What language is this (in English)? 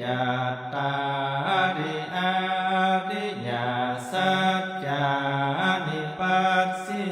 Pali